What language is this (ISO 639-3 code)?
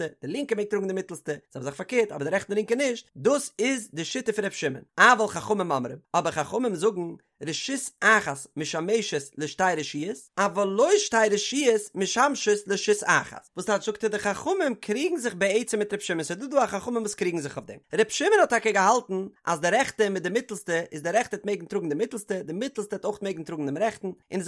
yid